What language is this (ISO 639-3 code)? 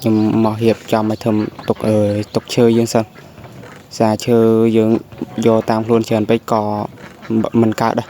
khm